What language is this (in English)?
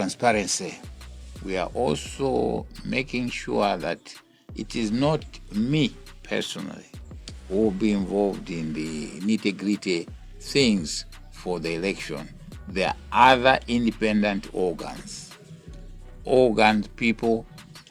Nyanja